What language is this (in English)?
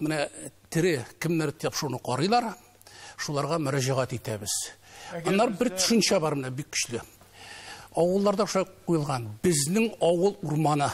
Tatar